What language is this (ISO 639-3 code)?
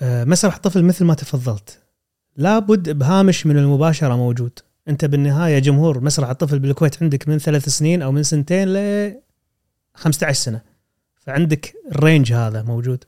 afb